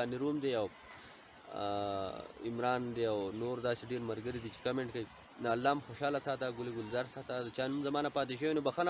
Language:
Pashto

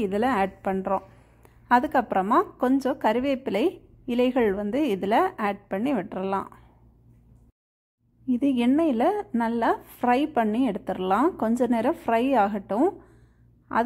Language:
Tamil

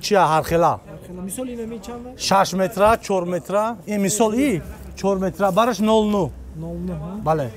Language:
Tajik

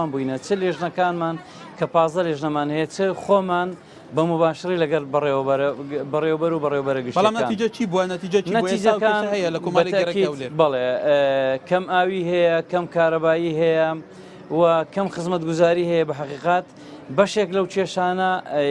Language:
Central Kurdish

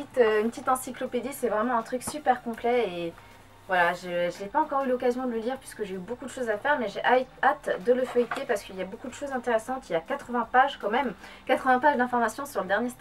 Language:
French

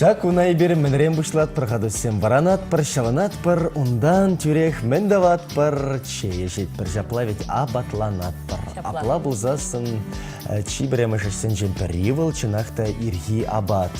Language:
Chuvash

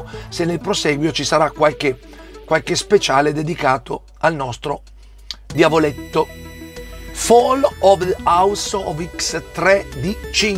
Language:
Italian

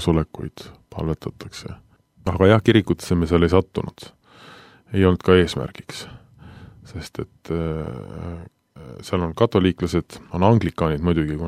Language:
Estonian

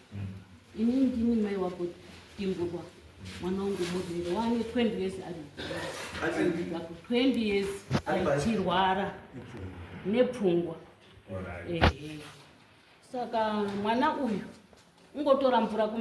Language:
Shona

